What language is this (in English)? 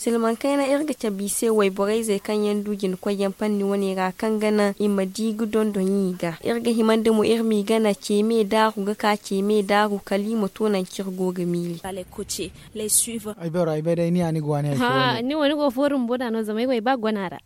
Zarma